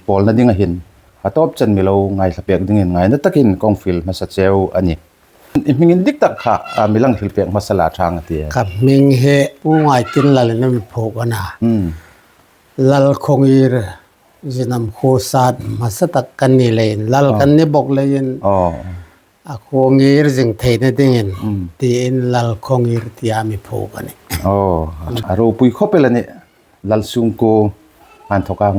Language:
Hmar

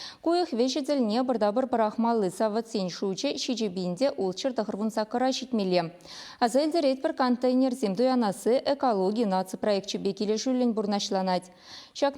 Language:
Chuvash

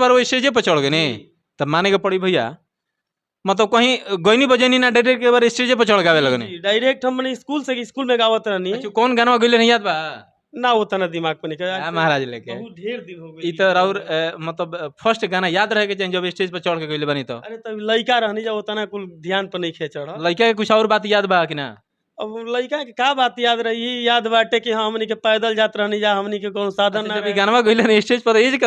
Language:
Bhojpuri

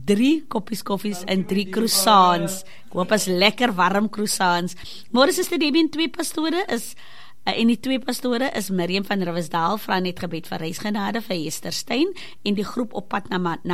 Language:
Afrikaans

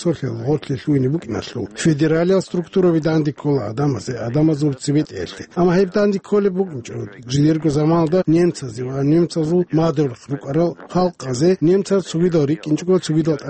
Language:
Avaric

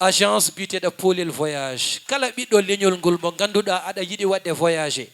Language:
Fula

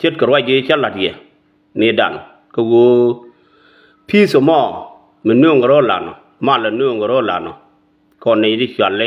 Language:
Nuer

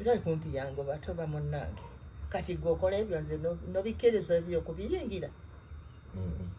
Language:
Ganda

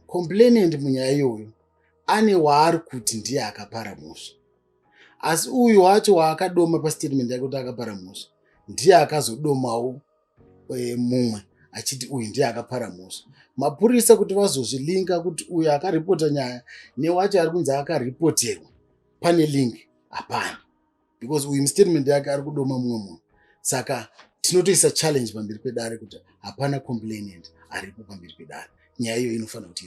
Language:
Shona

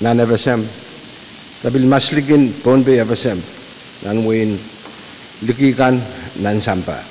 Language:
Pohnpeian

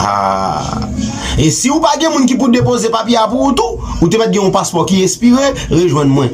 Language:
Haitian Creole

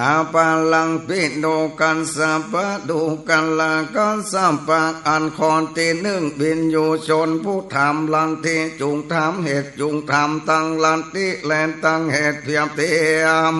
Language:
Northern Thai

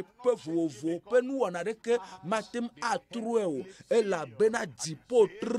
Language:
Ewe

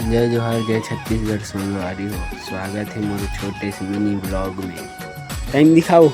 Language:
Chhattisgarhi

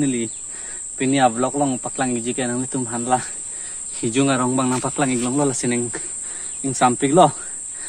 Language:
Karbi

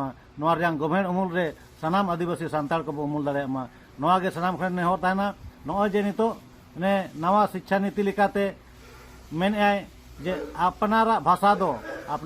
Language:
Santali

